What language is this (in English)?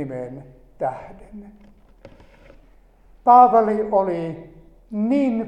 Finnish